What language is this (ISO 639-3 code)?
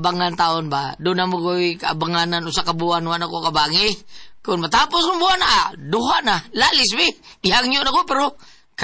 ceb